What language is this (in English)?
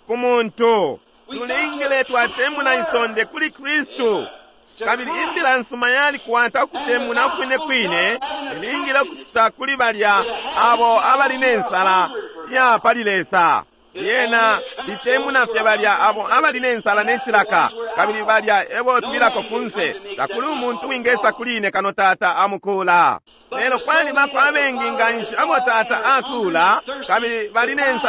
Bemba